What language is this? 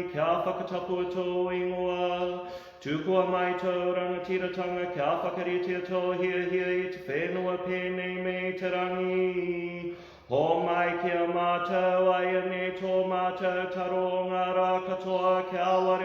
Māori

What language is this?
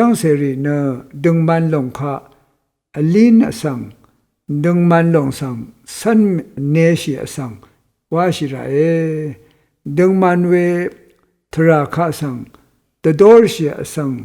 Rawang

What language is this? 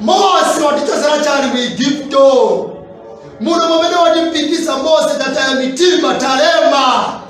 Nyanja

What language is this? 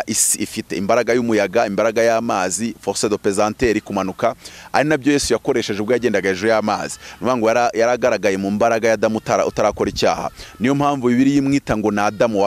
Kinyarwanda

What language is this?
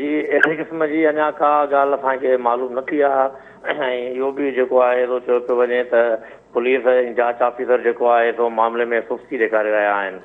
Sindhi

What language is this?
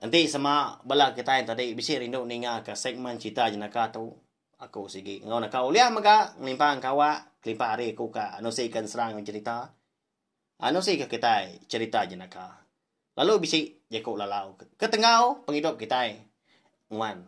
Iban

